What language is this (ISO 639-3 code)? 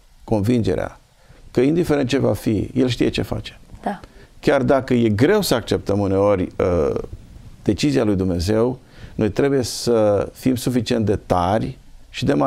ron